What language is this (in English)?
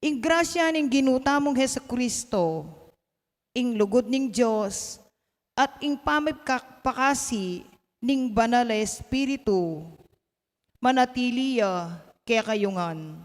Pampanga